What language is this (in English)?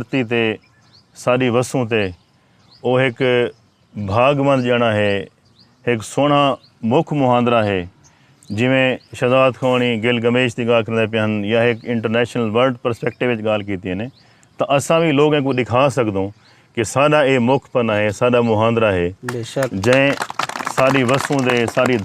Saraiki